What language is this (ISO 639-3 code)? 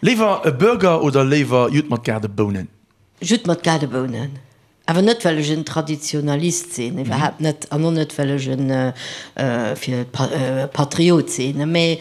ltz